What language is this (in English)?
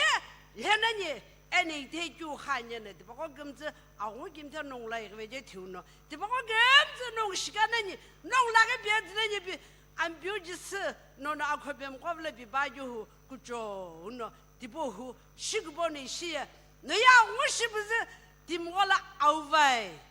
Sumi Naga